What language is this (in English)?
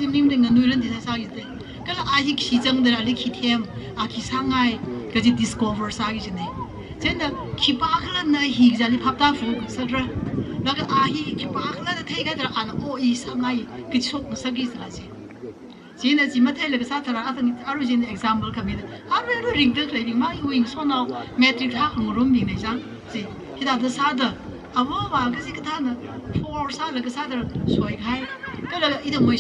Tangkhul Naga (India)